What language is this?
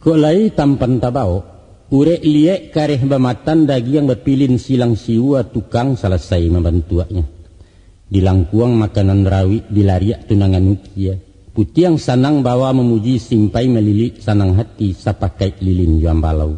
Minangkabau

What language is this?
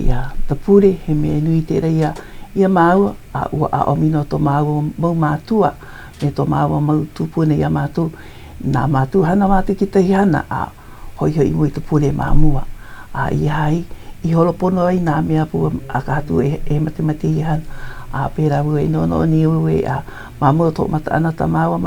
Hawaiian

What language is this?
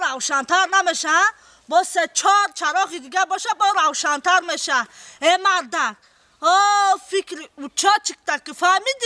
Tajik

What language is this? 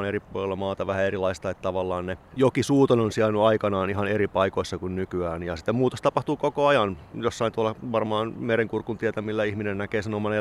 Finnish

